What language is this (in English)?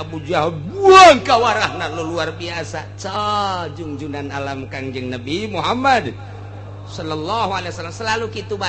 Sundanese